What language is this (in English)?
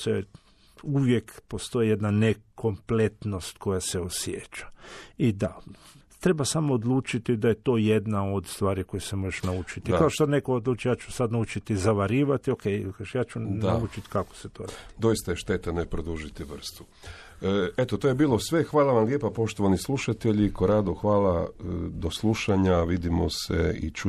Croatian